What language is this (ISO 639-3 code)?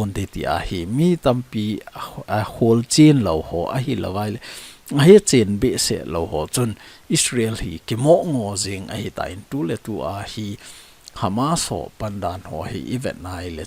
tcz